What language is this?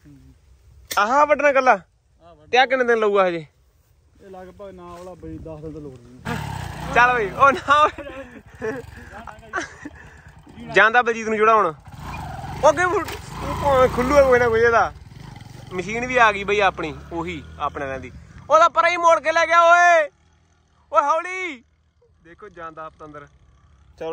Punjabi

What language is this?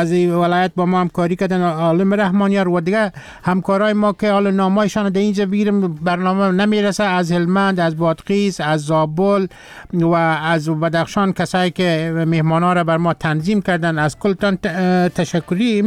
Persian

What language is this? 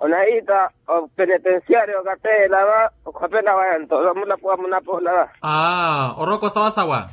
Makhuwa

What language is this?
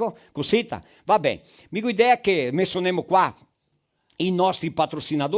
Venetian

